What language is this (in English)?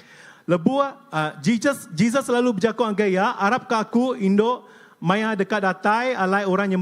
Iban